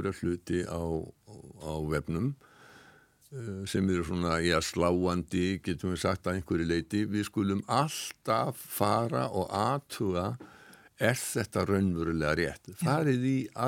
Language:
Icelandic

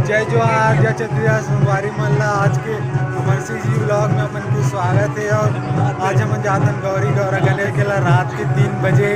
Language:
Chhattisgarhi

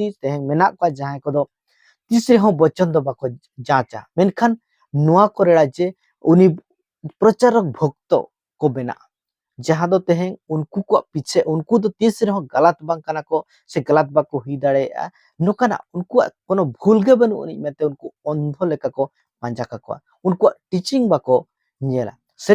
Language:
Santali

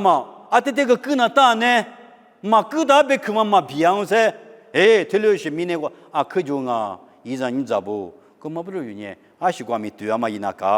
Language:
Lisu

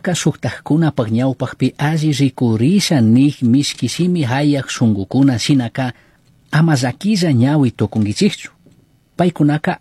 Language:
Chimborazo Highland Quichua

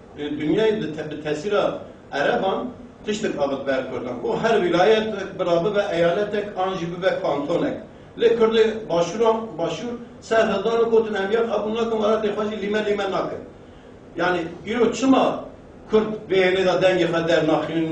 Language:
Kurdish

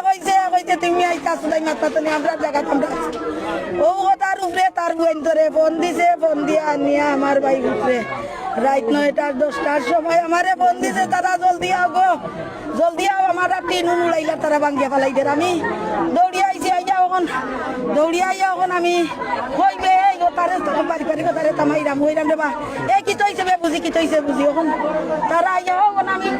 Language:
Sylheti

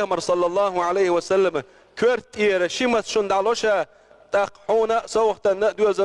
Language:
Chechen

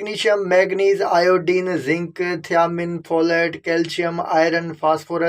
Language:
Sindhi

